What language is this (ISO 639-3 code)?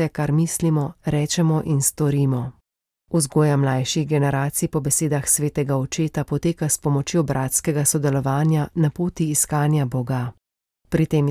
slv